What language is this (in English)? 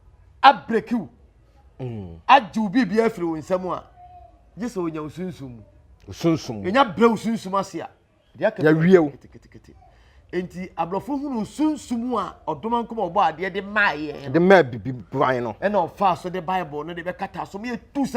Akan